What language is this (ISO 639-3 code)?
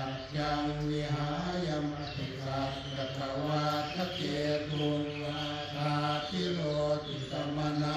pli